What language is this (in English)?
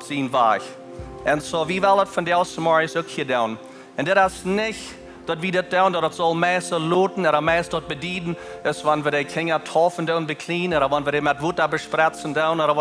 Plautdietsch